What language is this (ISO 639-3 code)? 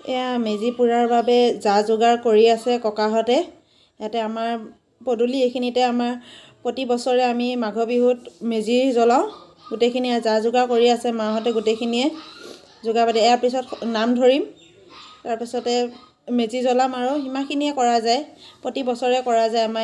asm